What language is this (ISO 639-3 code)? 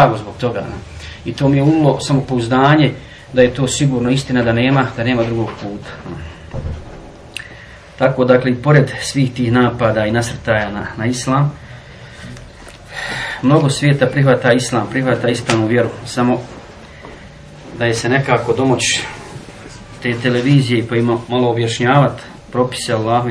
bos